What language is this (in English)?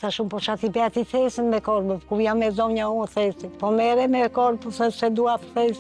Albanian